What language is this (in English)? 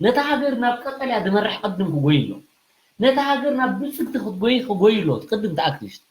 Tigrinya